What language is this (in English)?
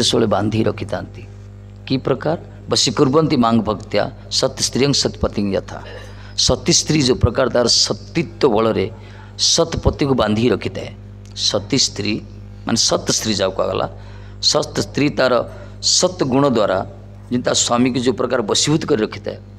Odia